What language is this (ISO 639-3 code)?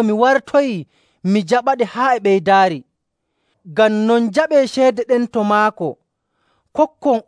fuv